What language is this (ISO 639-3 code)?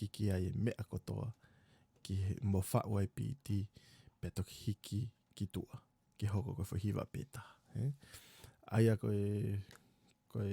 ton